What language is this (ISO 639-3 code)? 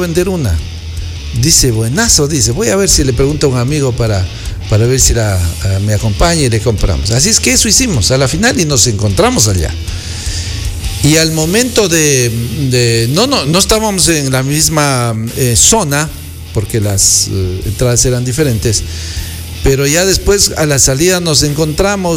spa